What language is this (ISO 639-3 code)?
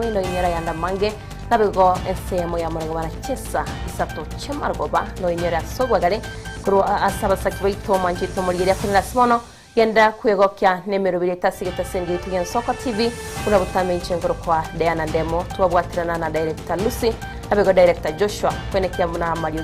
guz